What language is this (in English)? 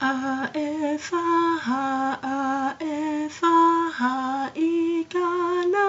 Tongan